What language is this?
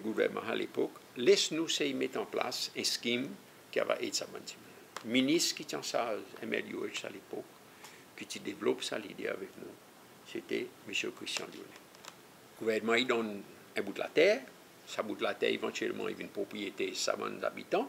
Seselwa Creole French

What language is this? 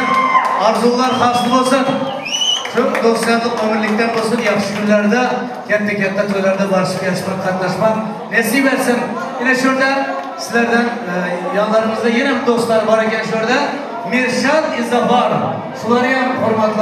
Turkmen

